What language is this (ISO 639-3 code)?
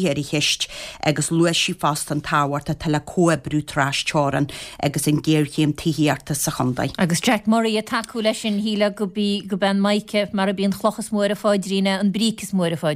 gle